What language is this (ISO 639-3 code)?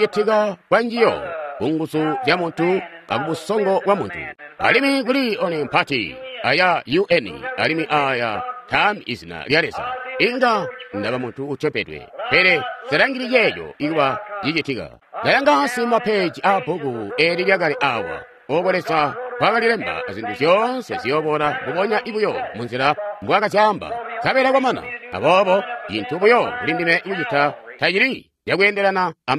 toi